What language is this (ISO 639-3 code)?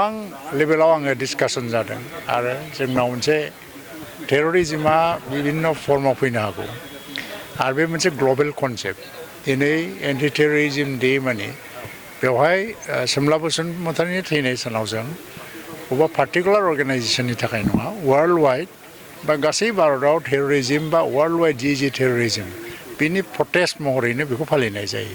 brx